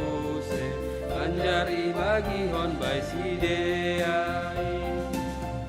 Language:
Batak Simalungun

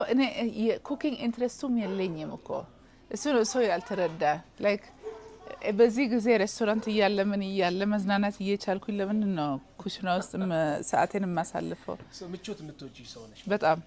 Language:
Amharic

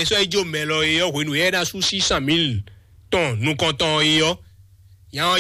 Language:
Fon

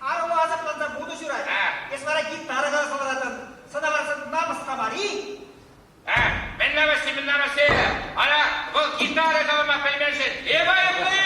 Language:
Chuvash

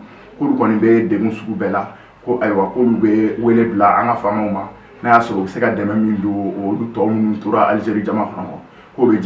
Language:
Bambara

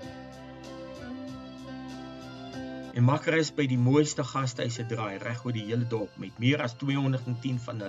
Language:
Afrikaans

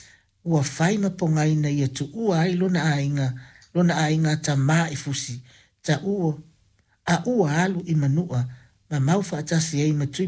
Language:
Samoan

